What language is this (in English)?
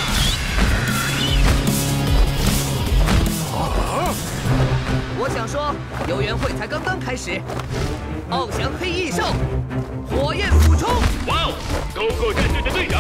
Chinese